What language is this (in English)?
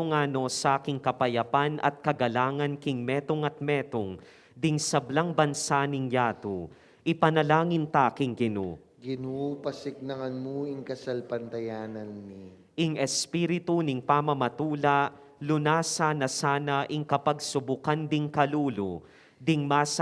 Pampanga